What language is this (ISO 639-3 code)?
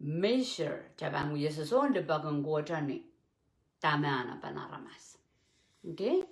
pon